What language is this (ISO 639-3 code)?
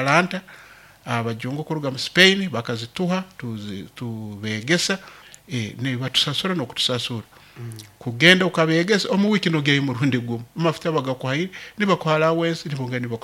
nyn